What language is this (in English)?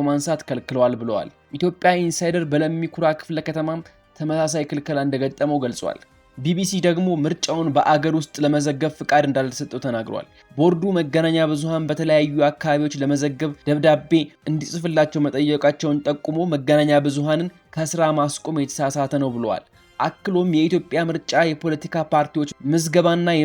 Amharic